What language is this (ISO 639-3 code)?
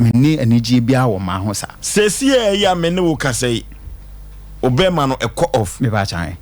aka